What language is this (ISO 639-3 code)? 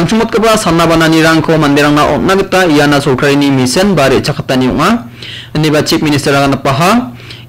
grt